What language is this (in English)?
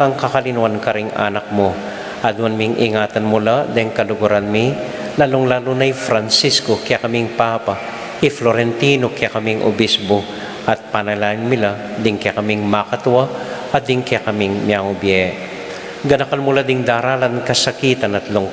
Pampanga